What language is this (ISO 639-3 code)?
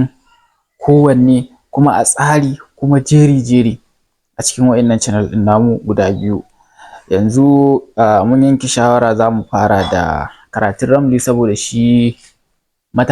hau